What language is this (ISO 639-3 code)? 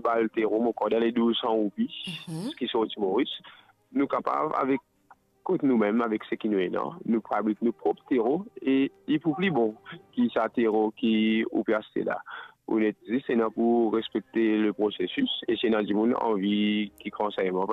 mfe